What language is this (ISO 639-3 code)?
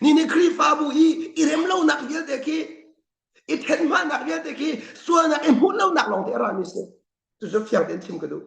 cnh